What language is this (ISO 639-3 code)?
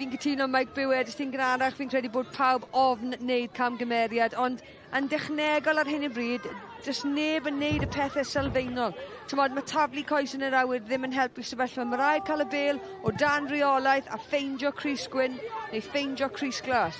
cym